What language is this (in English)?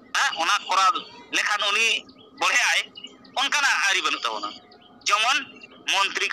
Santali